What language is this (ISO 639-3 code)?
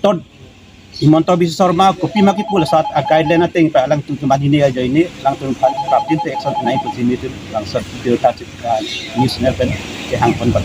mjw